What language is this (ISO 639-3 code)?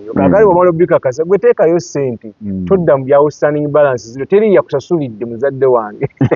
lug